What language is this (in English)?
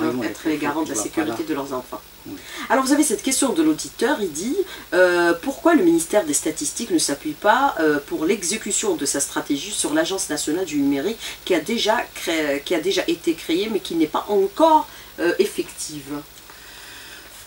French